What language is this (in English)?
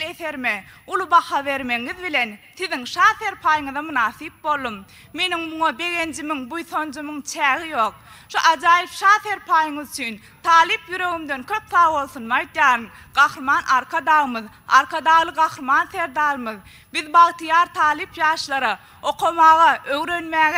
Turkmen